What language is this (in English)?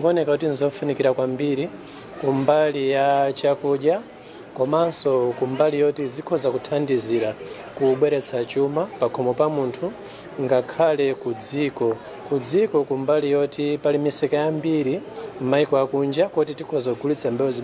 Nyanja